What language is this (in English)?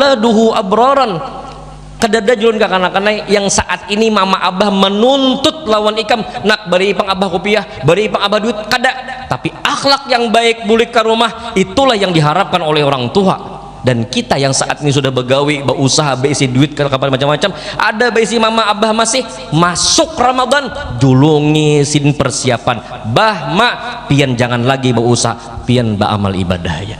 Banjar